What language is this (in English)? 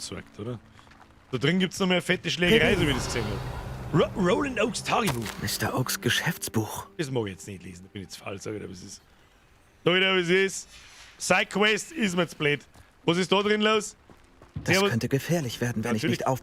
Bavarian